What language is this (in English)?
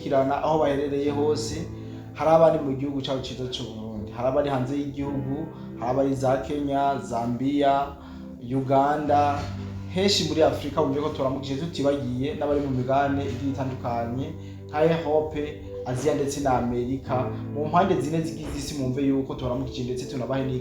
Rundi